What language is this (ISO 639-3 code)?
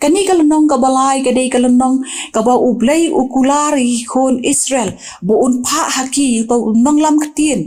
kha